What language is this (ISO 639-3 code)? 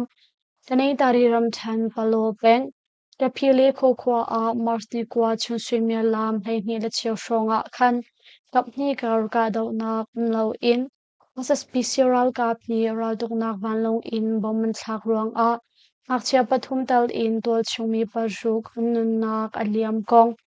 cnh